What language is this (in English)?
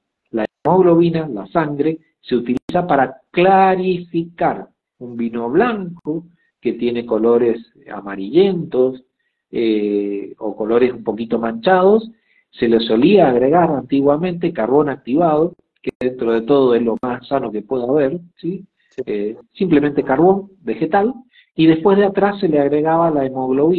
Spanish